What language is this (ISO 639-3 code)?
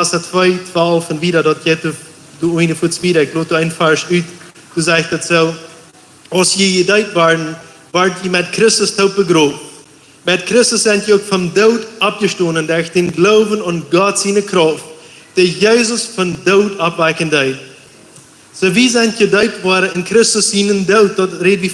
pdt